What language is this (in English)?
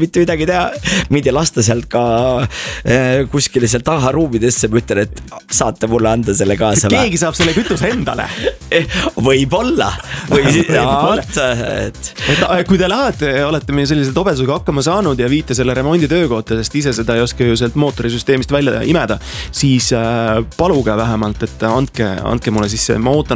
Estonian